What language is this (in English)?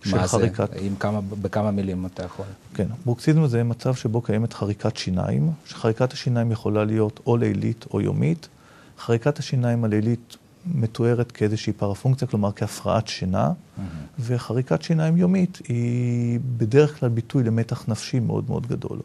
Hebrew